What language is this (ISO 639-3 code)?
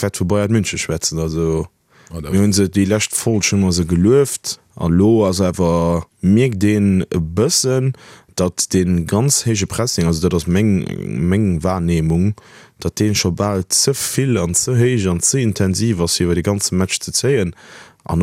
ltz